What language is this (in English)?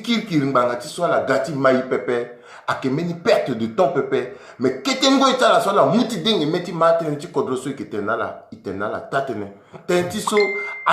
Sango